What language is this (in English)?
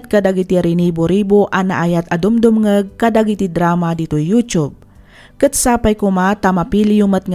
Iloko